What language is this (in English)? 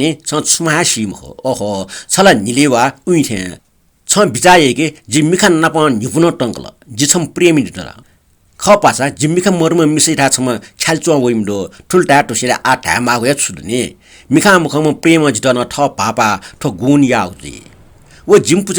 Newari